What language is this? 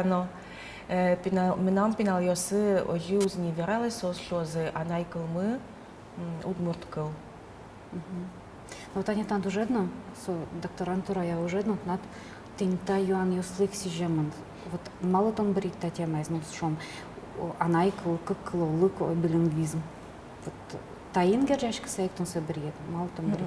Udmurt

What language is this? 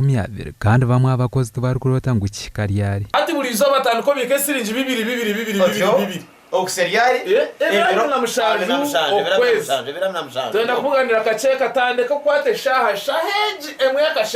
Nyankole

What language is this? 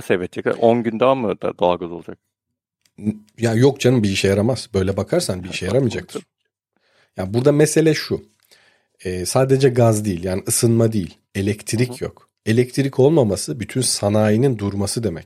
Turkish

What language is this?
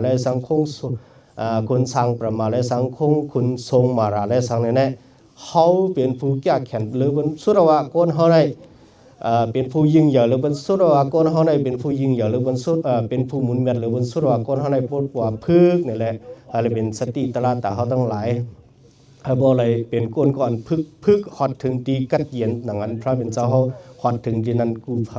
Shan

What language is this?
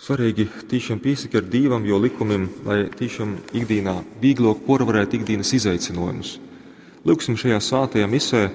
Latgalian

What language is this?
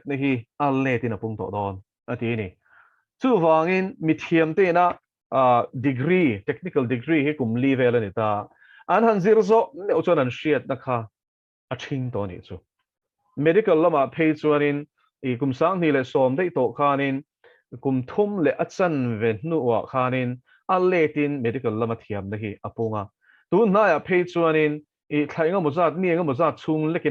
Mizo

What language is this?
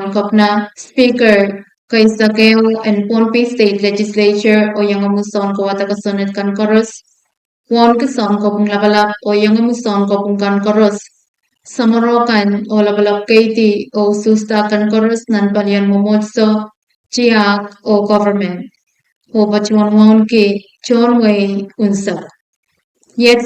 Pohnpeian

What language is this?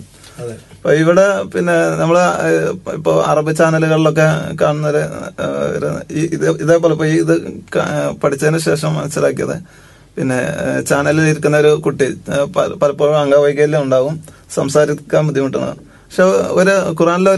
Malayalam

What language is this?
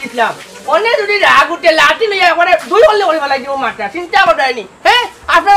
Sylheti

